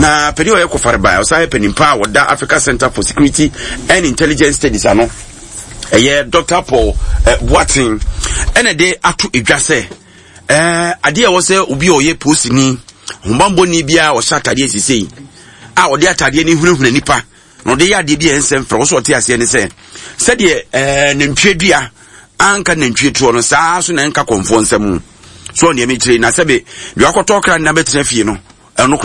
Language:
Akan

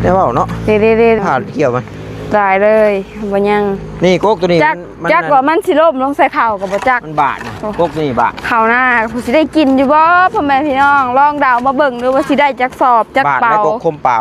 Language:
Northeastern Thai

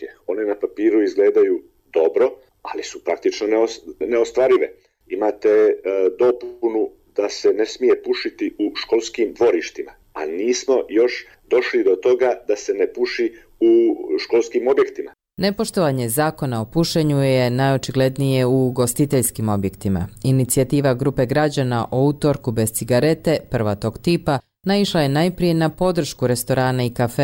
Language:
Croatian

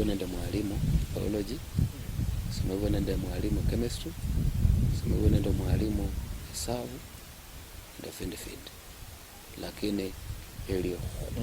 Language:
Luyia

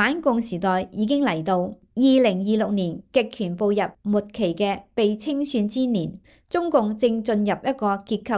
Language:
Cantonese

